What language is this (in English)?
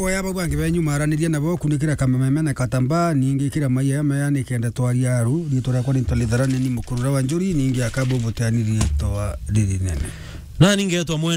Meru